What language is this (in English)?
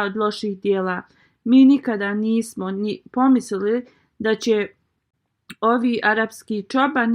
Bosnian